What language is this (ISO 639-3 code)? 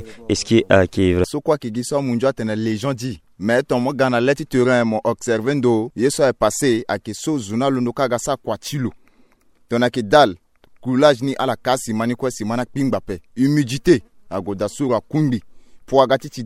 sag